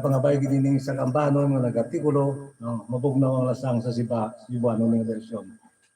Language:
Hiligaynon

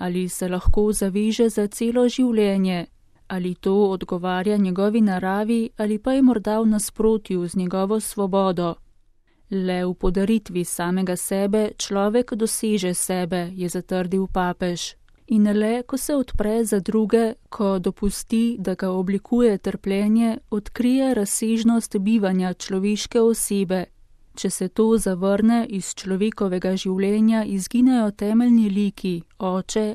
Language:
Slovenian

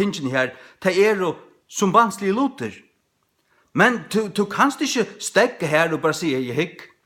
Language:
Faroese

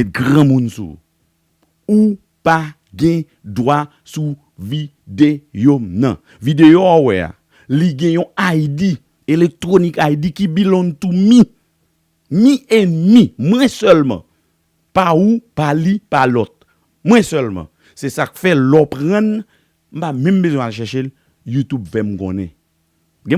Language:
Haitian Creole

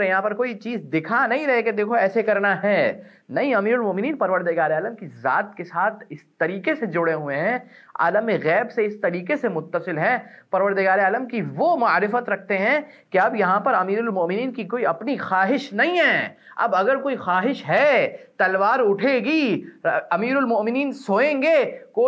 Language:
Urdu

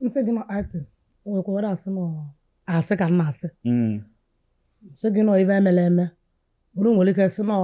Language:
Igbo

